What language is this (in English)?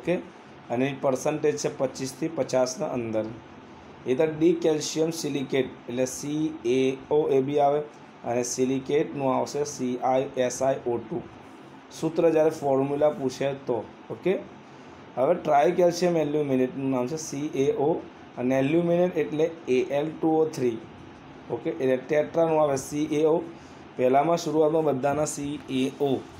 Gujarati